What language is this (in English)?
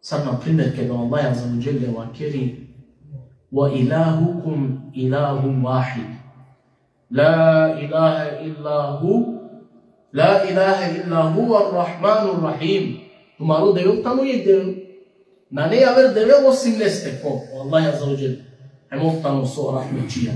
Balkan Romani